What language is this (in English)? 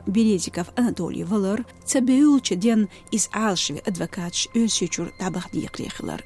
Chechen